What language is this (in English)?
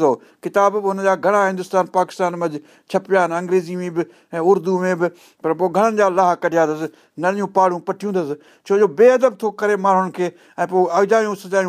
Sindhi